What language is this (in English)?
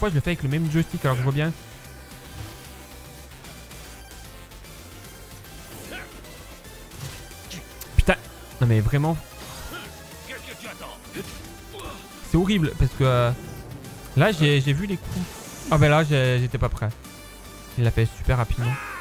French